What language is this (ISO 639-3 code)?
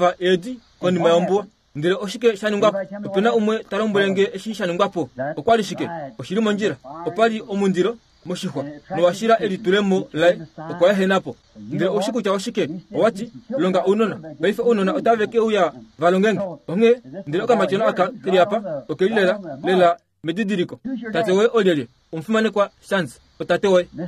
kua